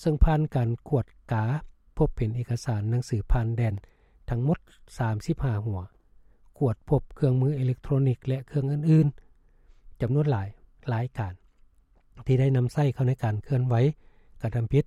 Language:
Lao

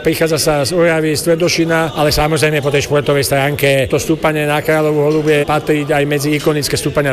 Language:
Slovak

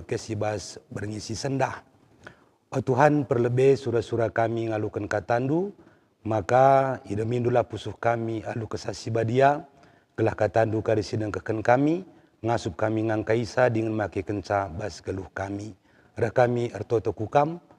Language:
Batak Karo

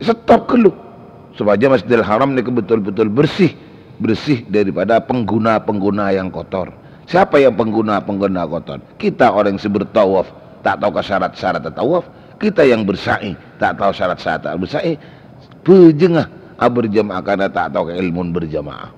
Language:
Madurese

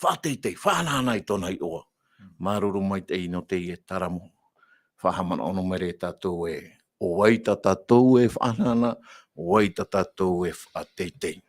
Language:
Tahitian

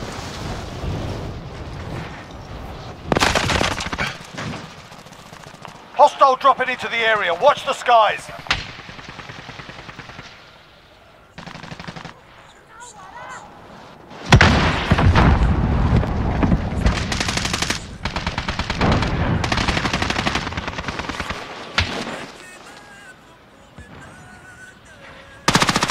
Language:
Romanian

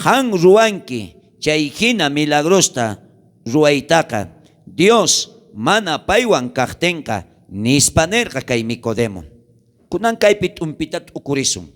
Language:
South Bolivian Quechua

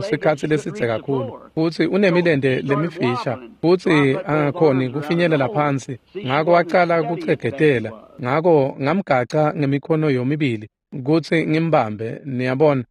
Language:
Swati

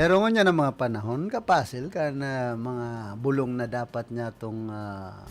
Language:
Bikol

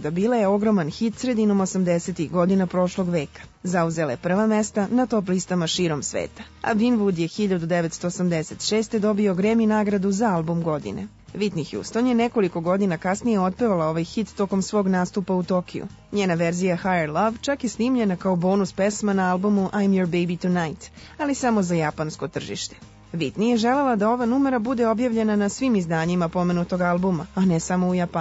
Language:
Serbian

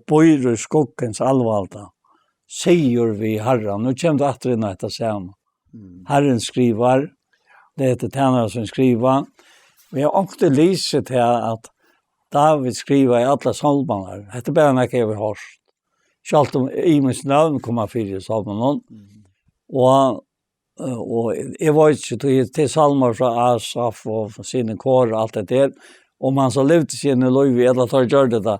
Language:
Faroese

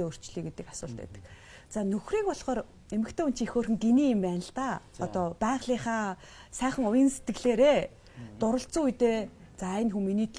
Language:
Mongolian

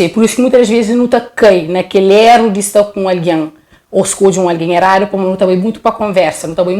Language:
Kabuverdianu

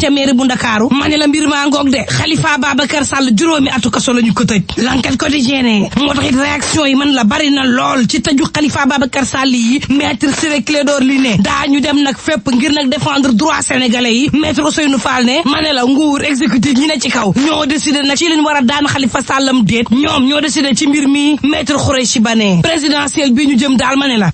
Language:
Wolof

